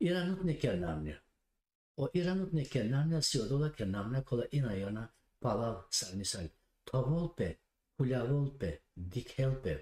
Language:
Balkan Romani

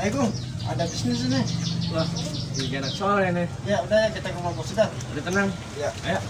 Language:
Betawi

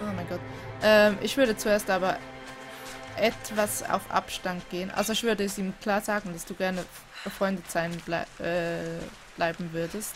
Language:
Swiss German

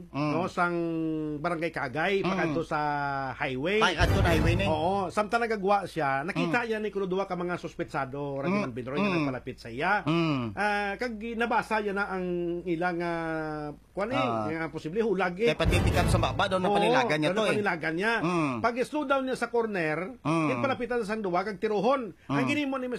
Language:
Hiligaynon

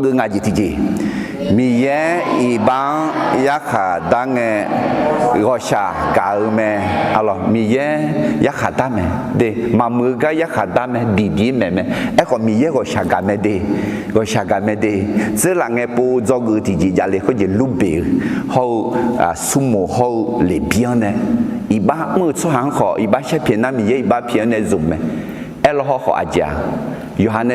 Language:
Akha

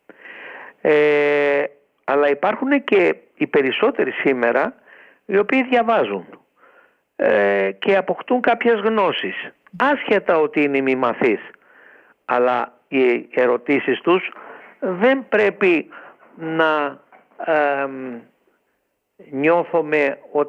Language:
Greek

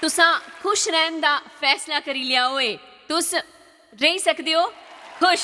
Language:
Dogri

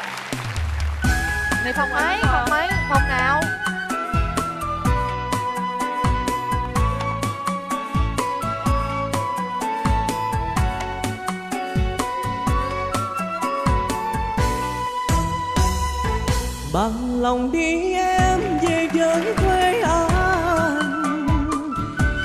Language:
Vietnamese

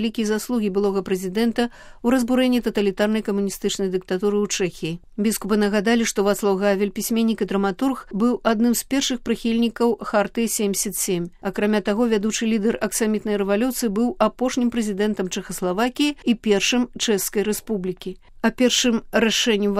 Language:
Belarusian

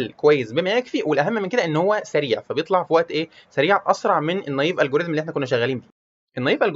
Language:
Egyptian Arabic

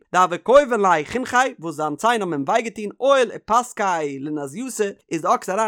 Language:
Yiddish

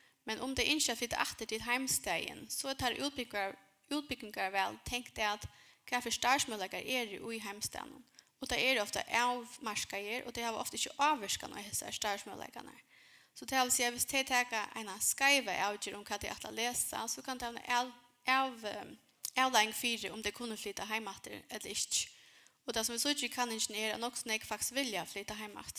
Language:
Faroese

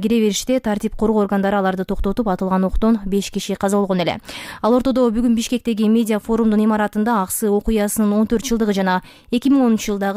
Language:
Kyrgyz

